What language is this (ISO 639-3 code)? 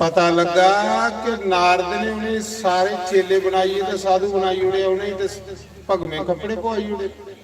doi